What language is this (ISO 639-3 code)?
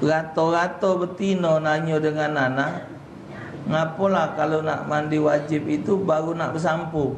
mui